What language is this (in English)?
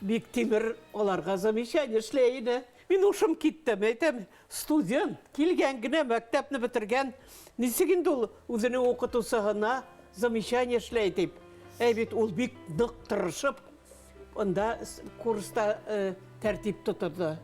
Bashkir